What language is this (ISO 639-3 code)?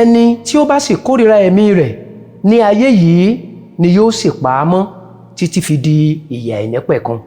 yor